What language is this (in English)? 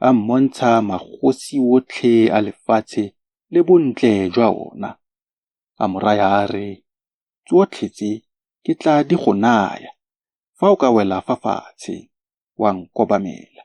Tswana